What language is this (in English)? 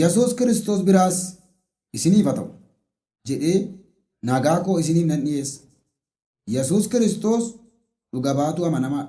Oromo